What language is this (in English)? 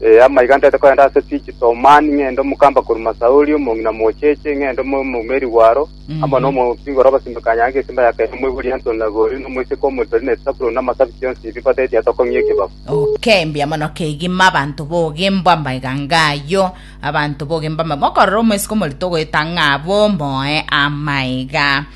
Gusii